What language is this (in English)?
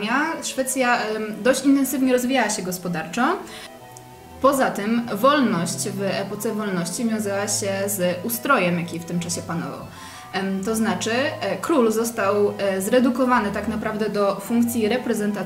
Polish